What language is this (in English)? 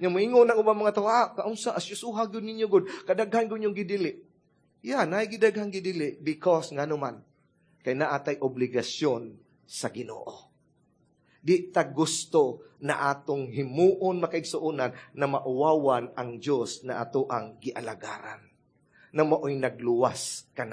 Cebuano